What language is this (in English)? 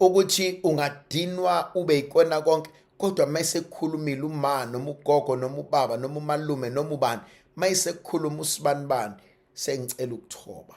Zulu